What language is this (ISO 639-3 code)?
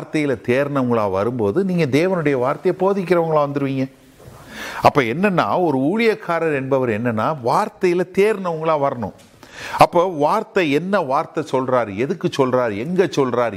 tam